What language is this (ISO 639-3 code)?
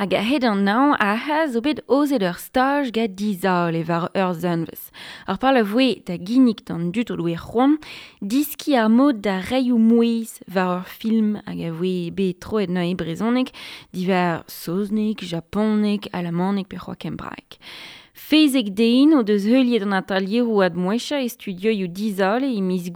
bre